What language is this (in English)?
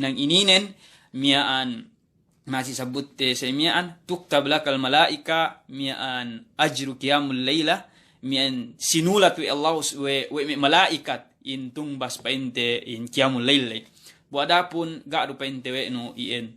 Yakan